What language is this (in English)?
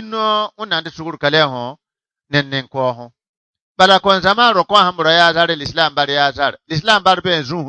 Bissa